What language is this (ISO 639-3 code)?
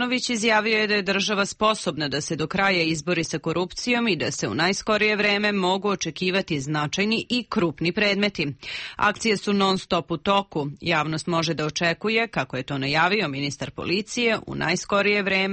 srp